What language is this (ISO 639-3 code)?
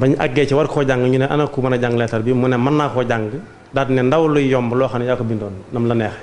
wol